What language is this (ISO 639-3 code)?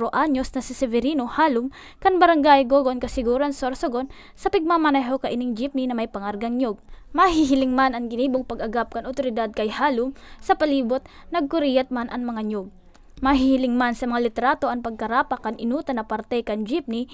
bik